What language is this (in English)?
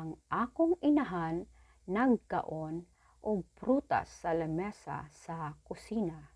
Cebuano